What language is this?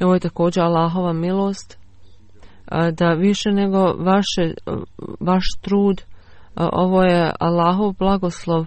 Bosnian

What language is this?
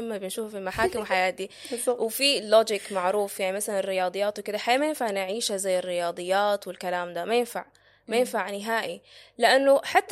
Sudanese Arabic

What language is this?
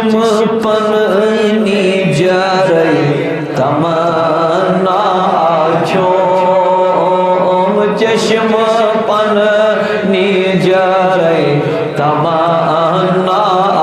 Kashmiri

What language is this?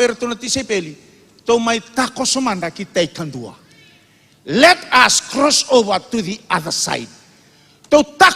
Fijian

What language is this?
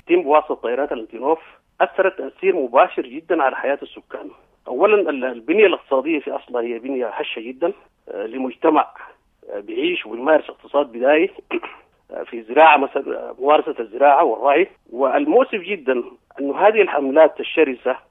Sudanese Arabic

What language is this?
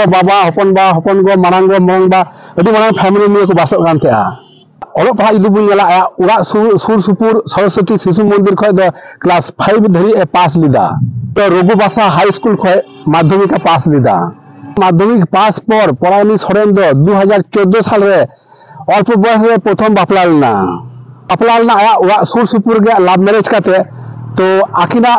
Santali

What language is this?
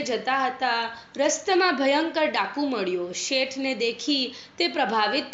Gujarati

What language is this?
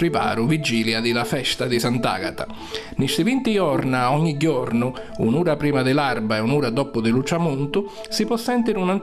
Sicilian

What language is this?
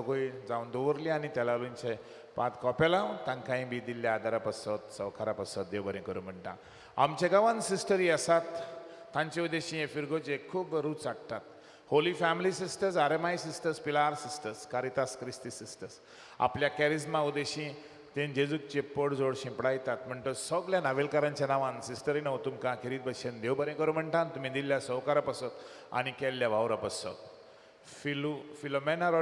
Konkani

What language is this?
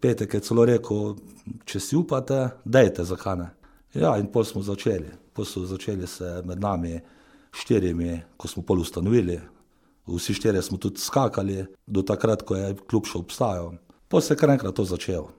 Slovenian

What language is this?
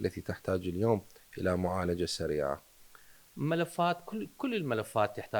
Mesopotamian Arabic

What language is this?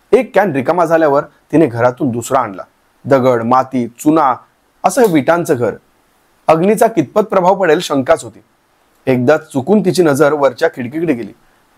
Marathi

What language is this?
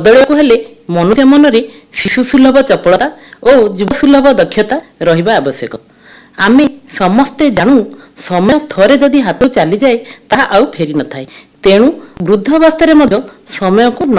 Odia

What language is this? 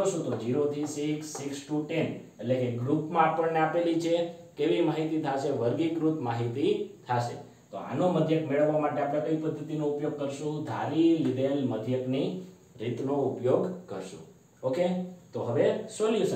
Gujarati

